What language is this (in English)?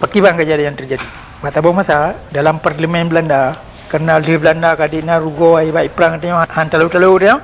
Achinese